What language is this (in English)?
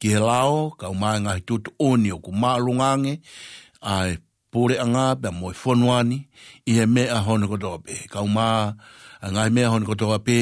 Tongan